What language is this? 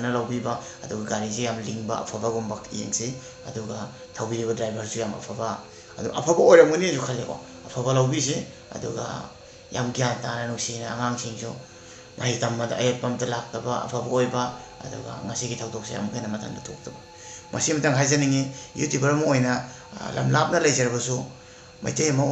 Manipuri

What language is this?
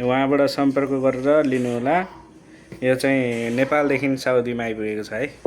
Nepali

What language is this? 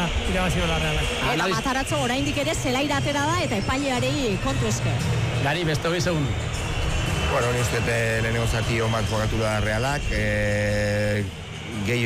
Basque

